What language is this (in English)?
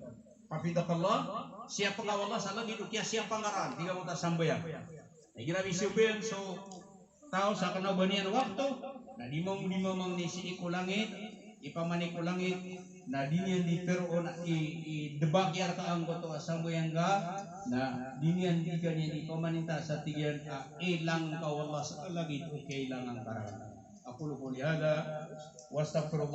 Maranao